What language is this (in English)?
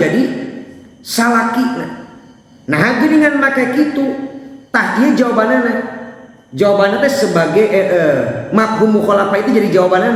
Sundanese